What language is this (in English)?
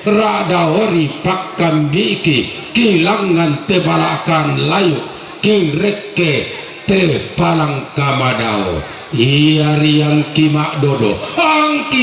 Toraja-Sa'dan